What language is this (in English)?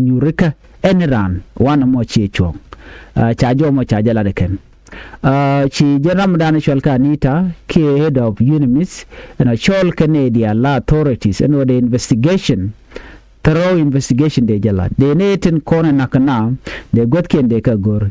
Nuer